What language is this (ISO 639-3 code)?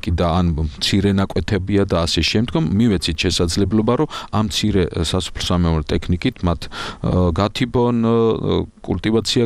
kat